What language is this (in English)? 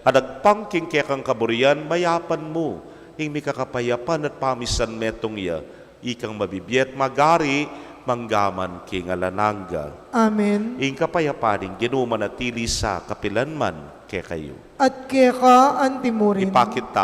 Pampanga